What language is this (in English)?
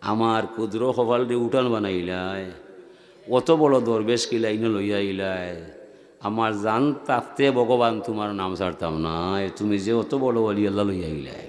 Sylheti